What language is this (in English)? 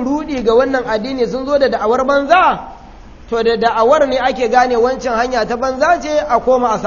Hausa